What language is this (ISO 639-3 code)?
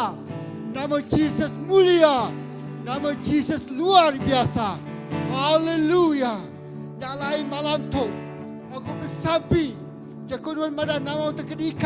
iba